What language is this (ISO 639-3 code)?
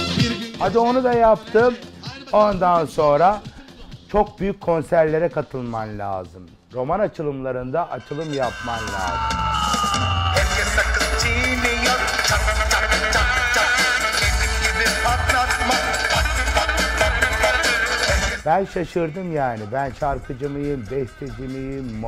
tur